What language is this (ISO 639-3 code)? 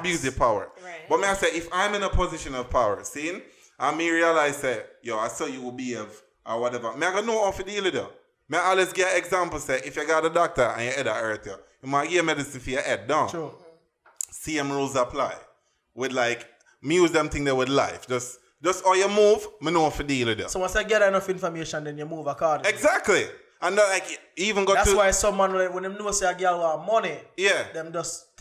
jam